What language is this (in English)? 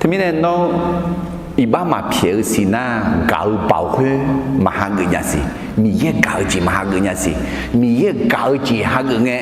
Akha